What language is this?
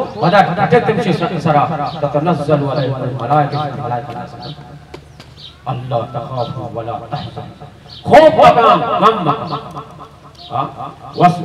Baluchi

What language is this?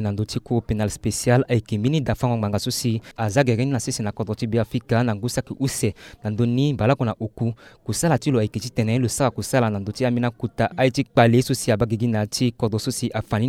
Sango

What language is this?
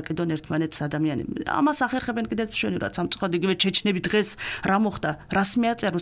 Georgian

